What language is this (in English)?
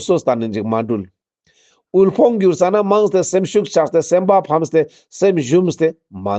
Ladakhi